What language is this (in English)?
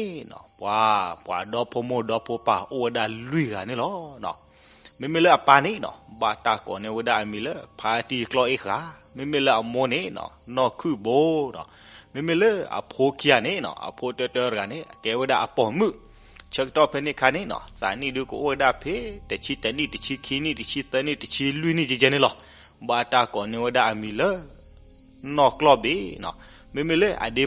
S'gaw Karen